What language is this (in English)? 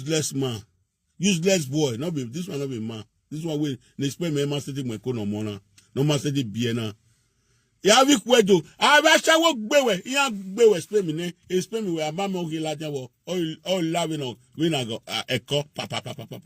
Nigerian Pidgin